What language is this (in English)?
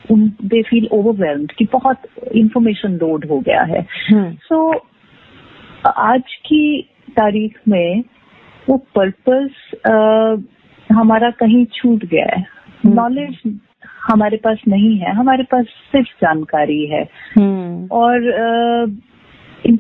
Hindi